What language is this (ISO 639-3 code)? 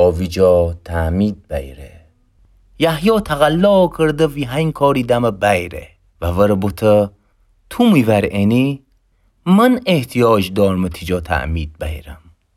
glk